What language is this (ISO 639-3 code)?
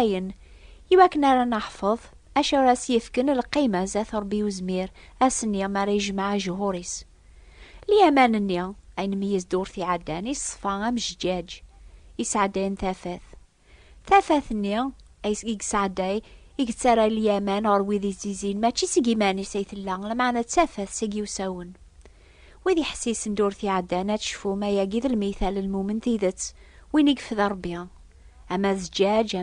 kab